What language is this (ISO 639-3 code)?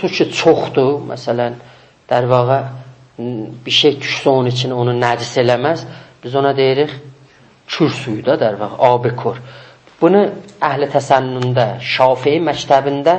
azb